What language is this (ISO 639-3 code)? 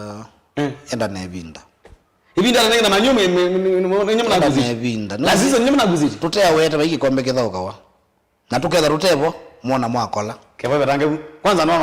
kam